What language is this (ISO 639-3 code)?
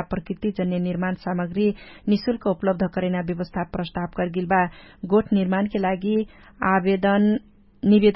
thl